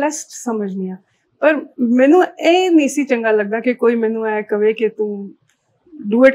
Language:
Punjabi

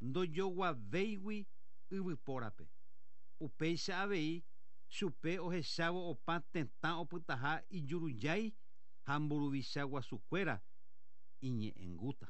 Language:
Guarani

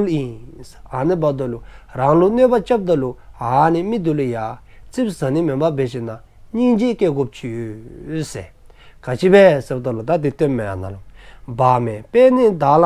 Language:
Dzongkha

